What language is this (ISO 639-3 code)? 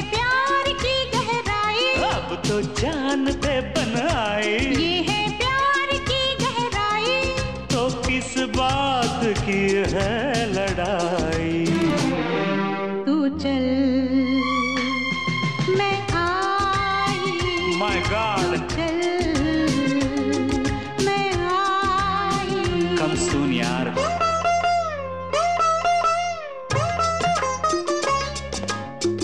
hin